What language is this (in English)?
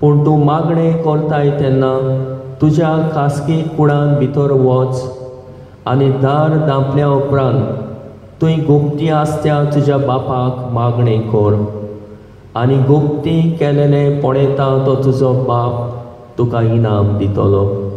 Konkani